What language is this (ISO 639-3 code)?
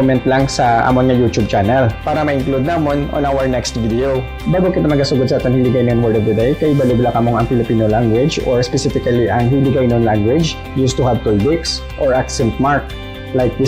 hil